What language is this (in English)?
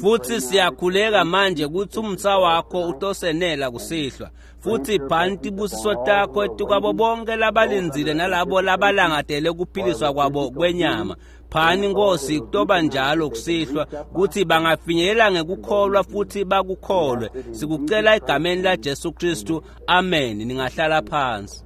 Swati